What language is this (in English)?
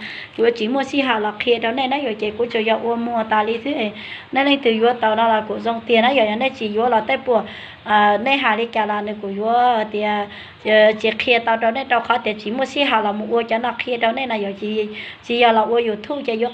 Hmong